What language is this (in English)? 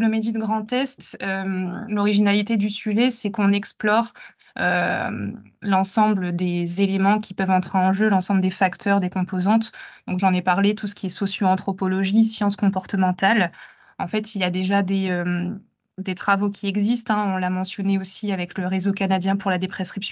French